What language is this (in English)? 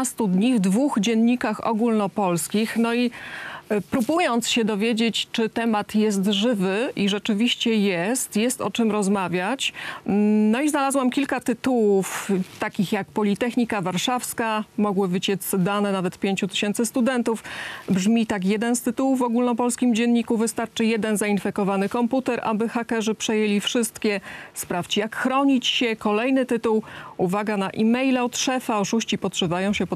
Polish